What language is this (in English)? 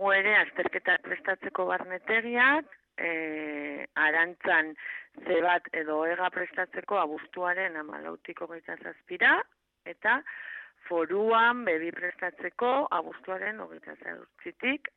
Basque